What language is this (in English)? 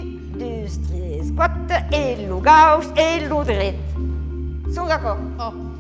Occitan